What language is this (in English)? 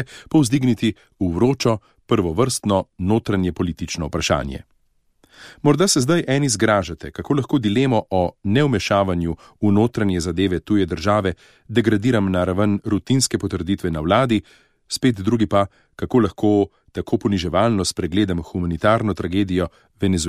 Slovenian